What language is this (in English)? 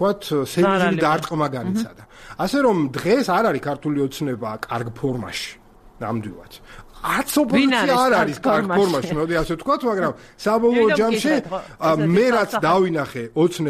Georgian